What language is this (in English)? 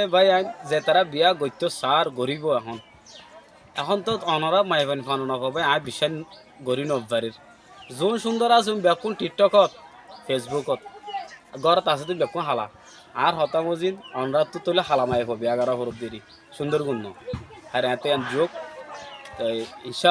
Rohingya